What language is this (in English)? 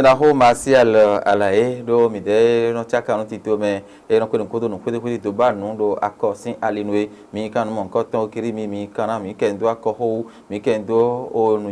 Fon